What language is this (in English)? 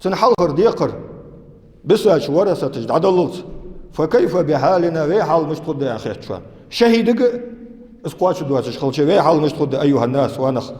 Ingush